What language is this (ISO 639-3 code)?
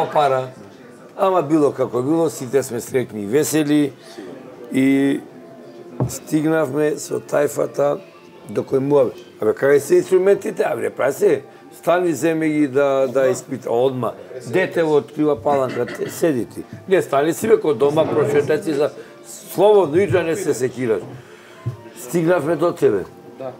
mkd